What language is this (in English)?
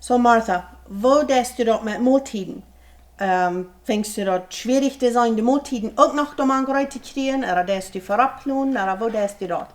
Plautdietsch